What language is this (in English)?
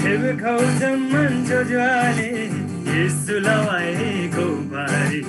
Eastern Tamang